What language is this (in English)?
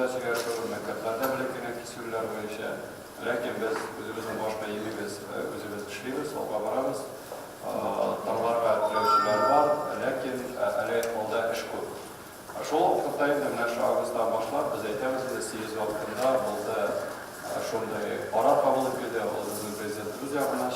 Tatar